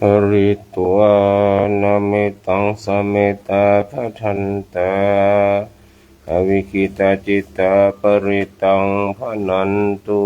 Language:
Pali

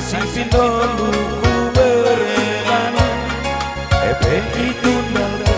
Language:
Batak Karo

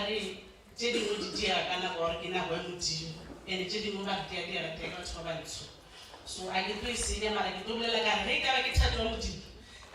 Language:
Northern Sotho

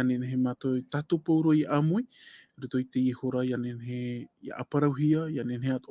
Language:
Tahitian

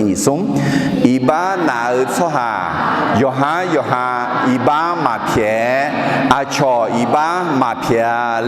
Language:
Akha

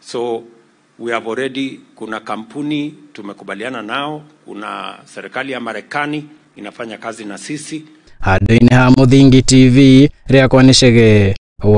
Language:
Kikuyu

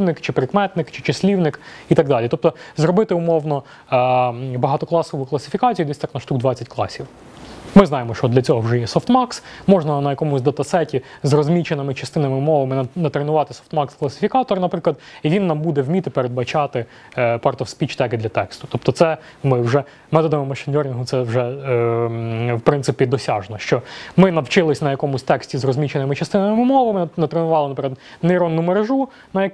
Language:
Ukrainian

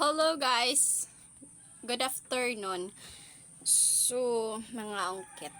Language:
Waray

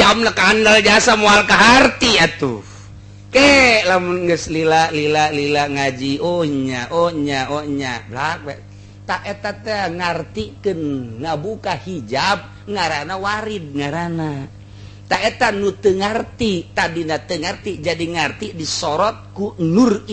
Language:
Sundanese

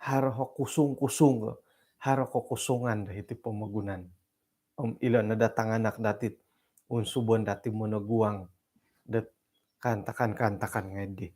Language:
Central Dusun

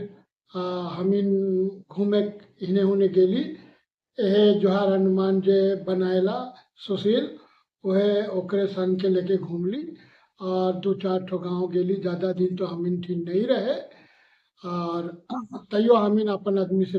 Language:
Sadri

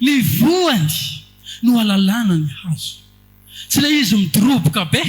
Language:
Malagasy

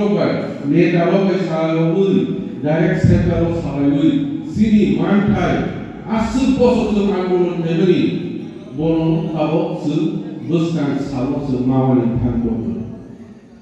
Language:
Kok Borok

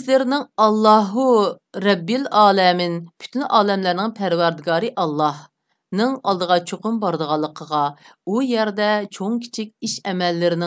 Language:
Uyghur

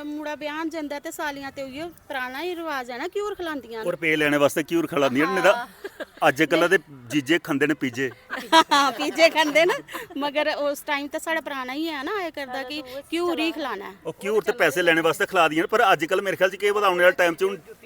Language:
Dogri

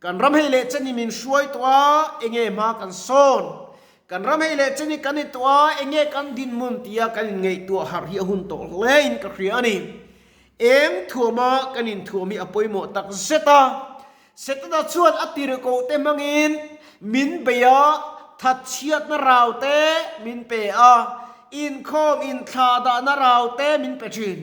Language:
Mizo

